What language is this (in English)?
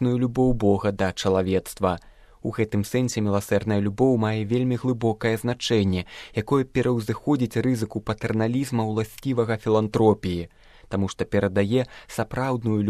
Belarusian